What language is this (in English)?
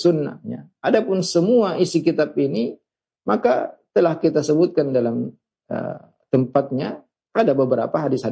Indonesian